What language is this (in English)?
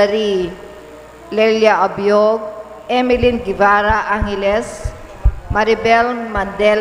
Pampanga